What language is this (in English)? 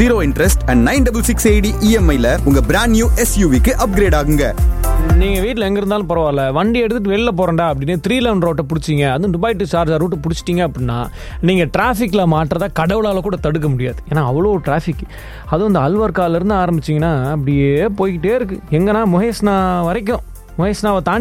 Tamil